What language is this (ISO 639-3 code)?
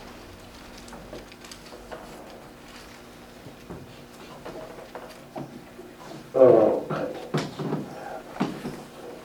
zho